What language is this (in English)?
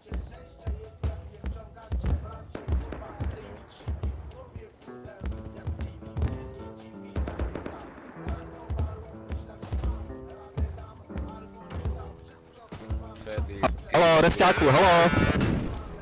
Slovak